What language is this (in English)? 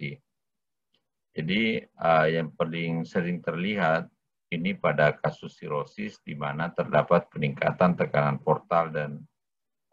Indonesian